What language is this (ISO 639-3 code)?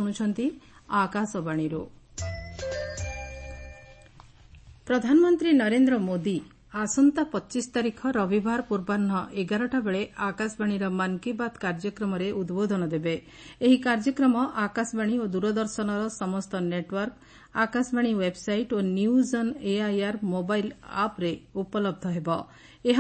ori